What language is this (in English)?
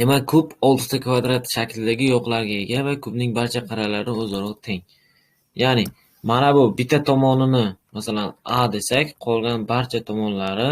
Uzbek